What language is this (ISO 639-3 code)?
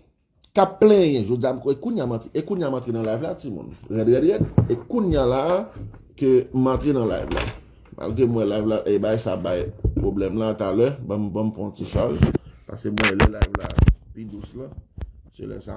hat